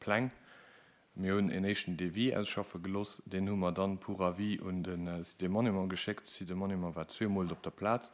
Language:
Luxembourgish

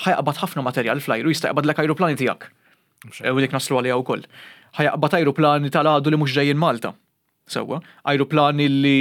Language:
Maltese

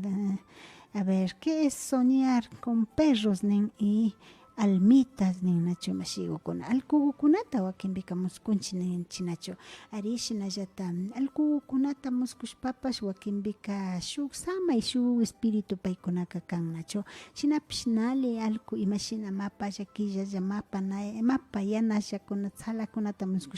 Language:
Imbabura Highland Quichua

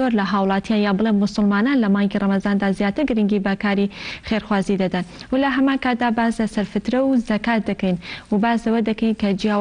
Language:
Central Kurdish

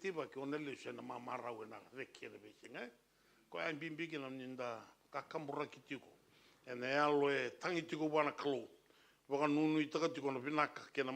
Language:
Fijian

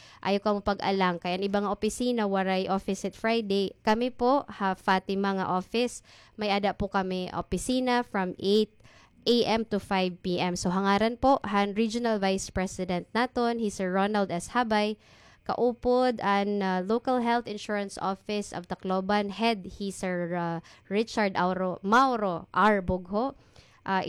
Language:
Waray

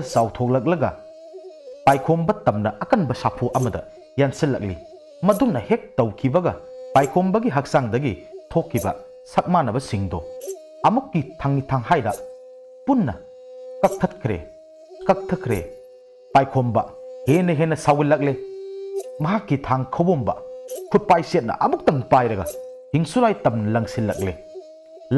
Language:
Manipuri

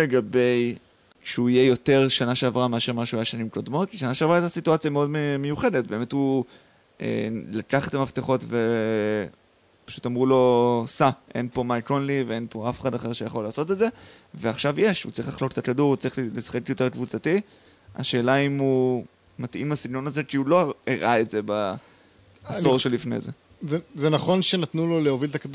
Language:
Hebrew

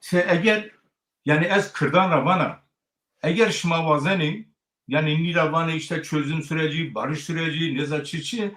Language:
Zaza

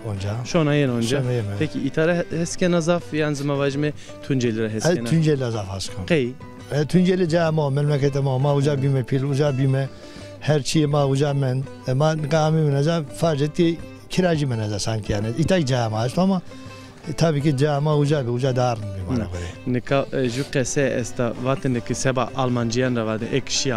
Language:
Zaza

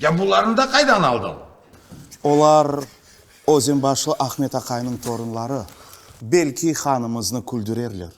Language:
Crimean Tatar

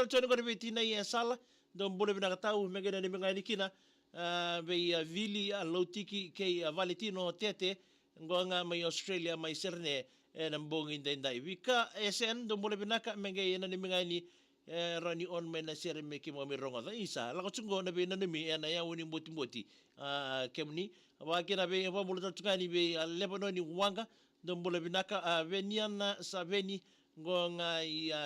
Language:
Fijian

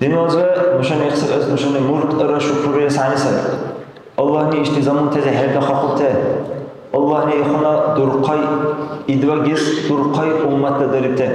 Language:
Dargwa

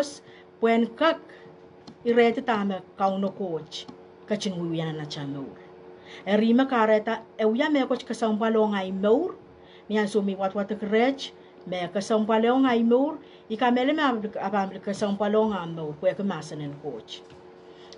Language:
Pohnpeian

